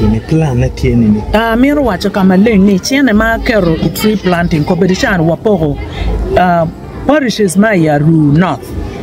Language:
Acoli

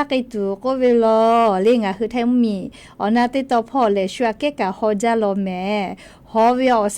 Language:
Lahu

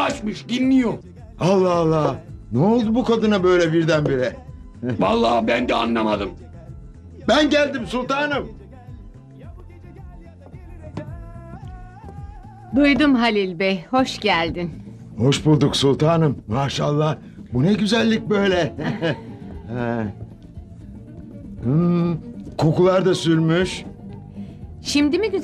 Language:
Turkish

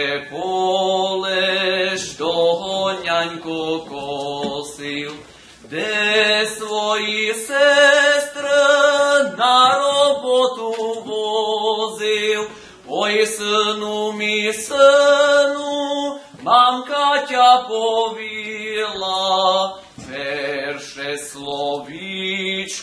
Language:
Rusyn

